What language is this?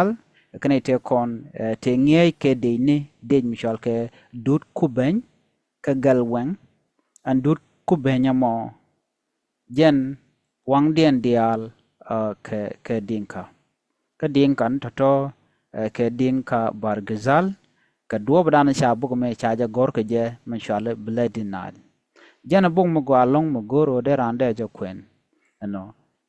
Nuer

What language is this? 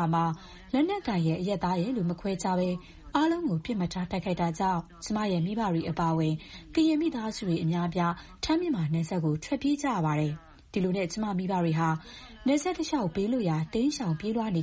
Burmese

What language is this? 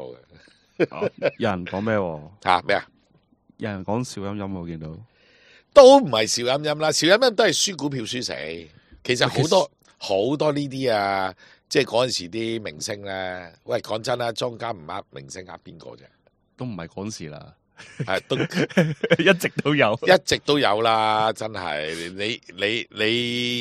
Cantonese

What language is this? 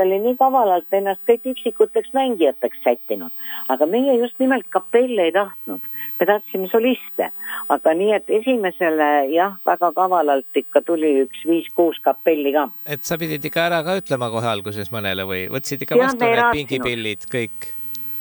Estonian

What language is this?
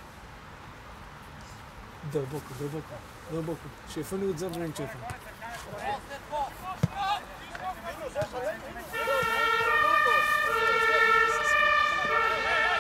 Bulgarian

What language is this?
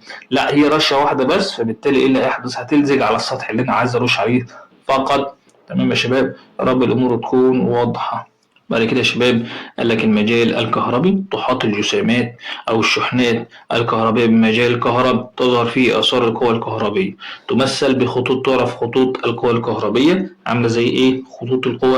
Egyptian Arabic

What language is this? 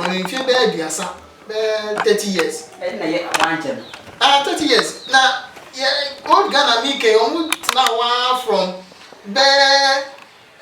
Akan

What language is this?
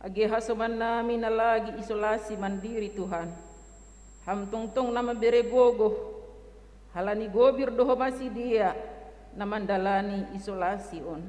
Batak Simalungun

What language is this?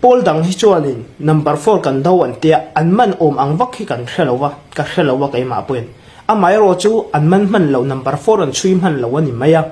Hmar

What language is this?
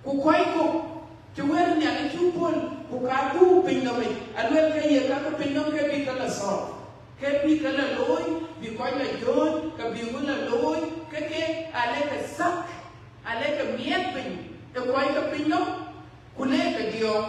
Dinka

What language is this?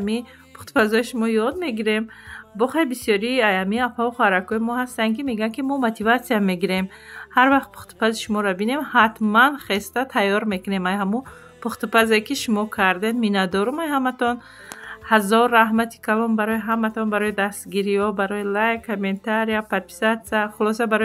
Tajik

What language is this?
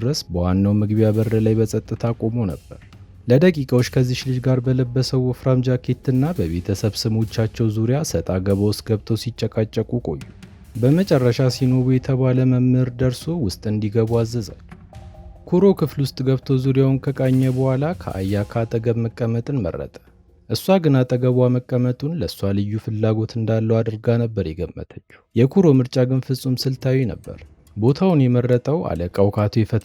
Amharic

